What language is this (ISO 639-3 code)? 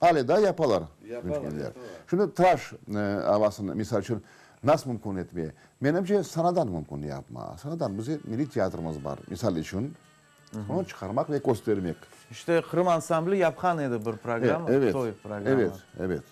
crh